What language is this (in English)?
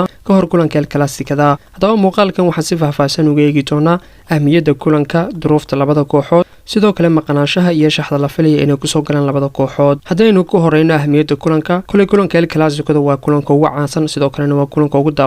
Somali